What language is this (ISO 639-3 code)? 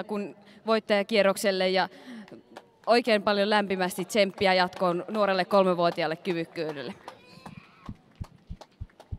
fin